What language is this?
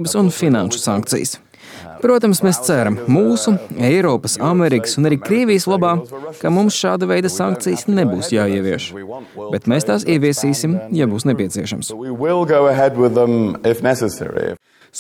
Latvian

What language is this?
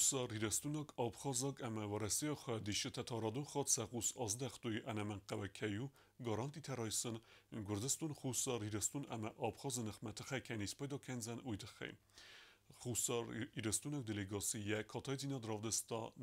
Ossetic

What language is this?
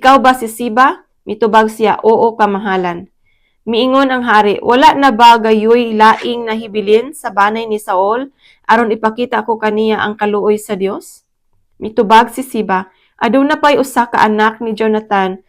Cebuano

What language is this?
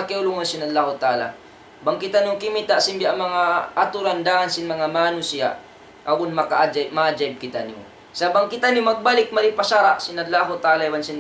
Tausug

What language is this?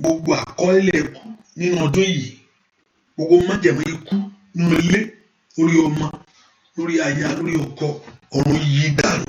Yoruba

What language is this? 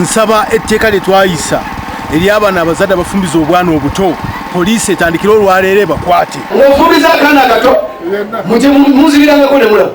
Ganda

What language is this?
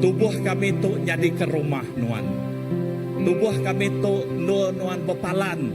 Iban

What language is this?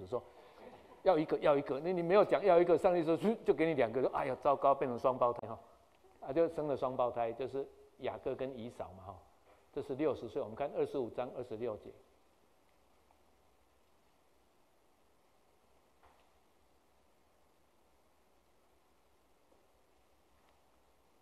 Chinese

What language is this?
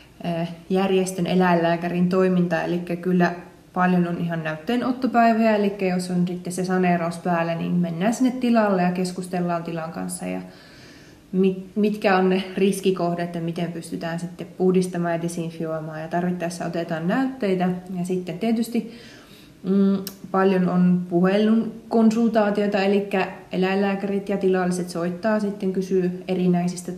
Finnish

